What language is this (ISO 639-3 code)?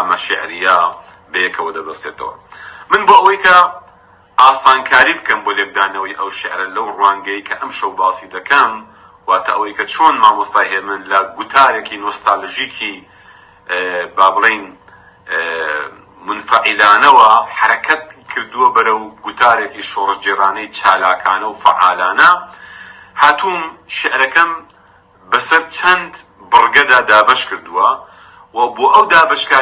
ckb